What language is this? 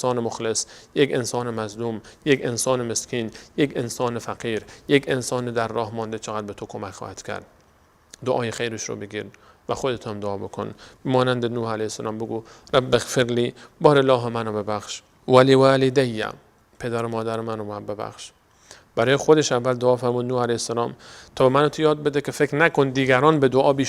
Persian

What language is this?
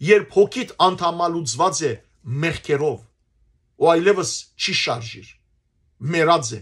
Western Armenian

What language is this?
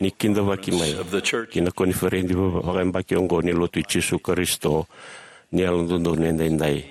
Fijian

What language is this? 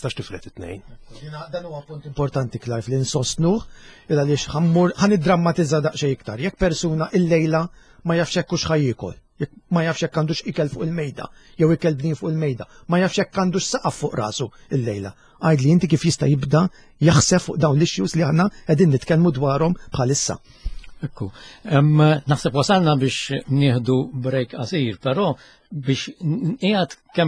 Maltese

